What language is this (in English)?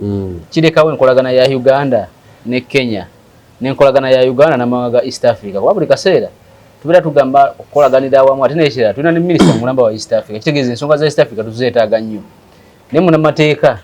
Ganda